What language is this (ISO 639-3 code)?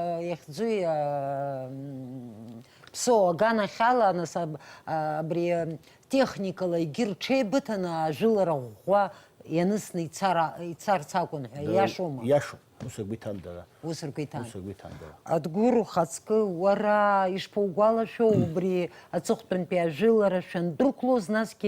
abk